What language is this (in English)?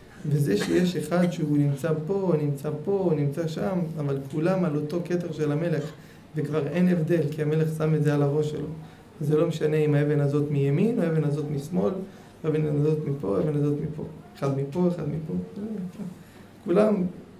Hebrew